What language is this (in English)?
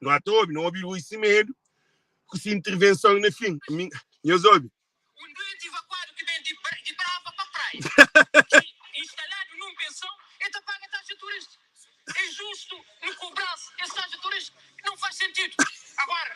Kabuverdianu